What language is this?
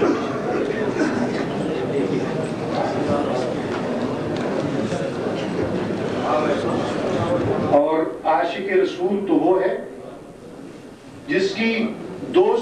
Urdu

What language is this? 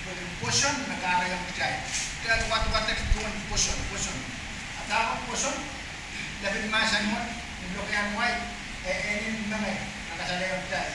Pohnpeian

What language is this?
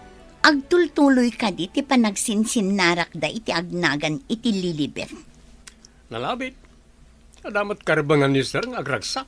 Iloko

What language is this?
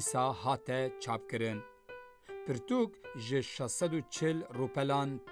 Kurdish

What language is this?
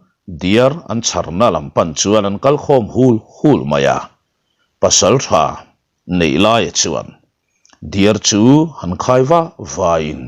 Mizo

